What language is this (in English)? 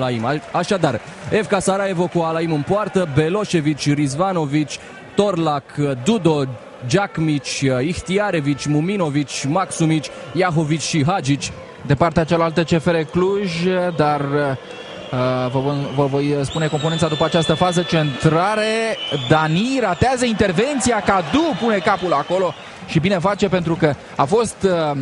Romanian